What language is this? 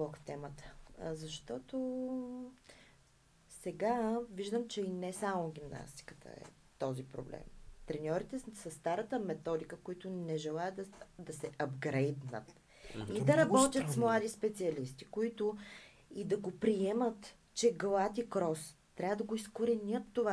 Bulgarian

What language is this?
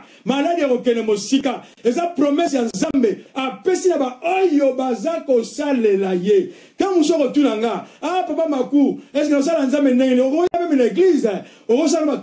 Lingala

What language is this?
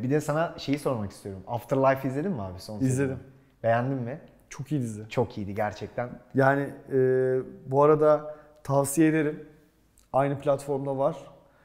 Turkish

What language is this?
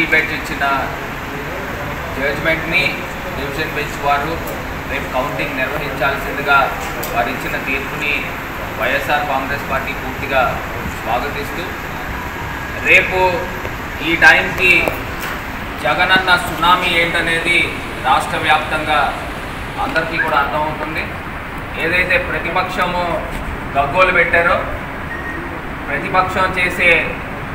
Telugu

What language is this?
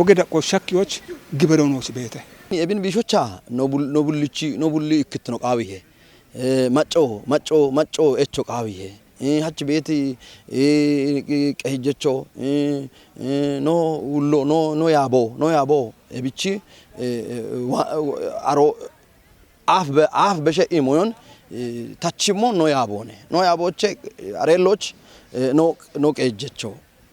Kafa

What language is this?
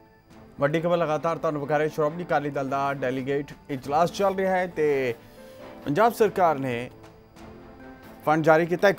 Punjabi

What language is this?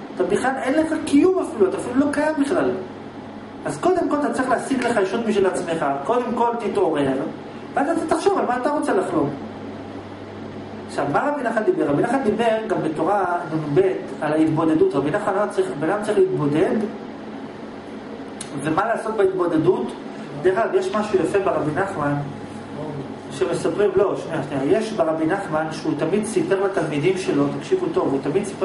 Hebrew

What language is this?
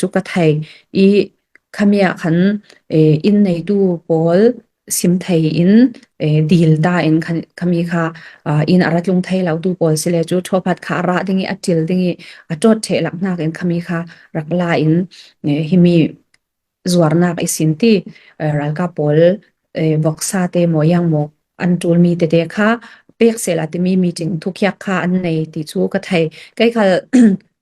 Falam Chin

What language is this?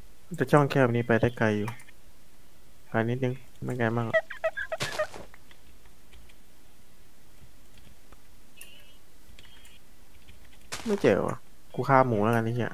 Thai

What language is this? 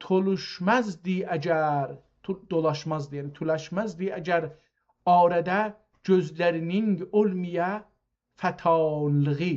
South Azerbaijani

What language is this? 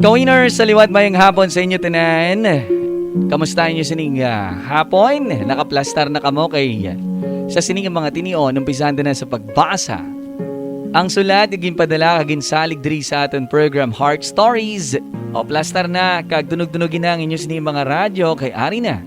Hiligaynon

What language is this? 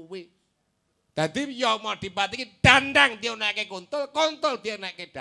Javanese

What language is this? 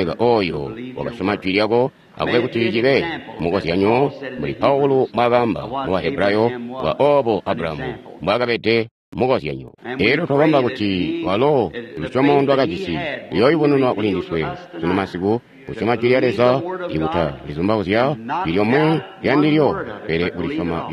Tonga (Zambia)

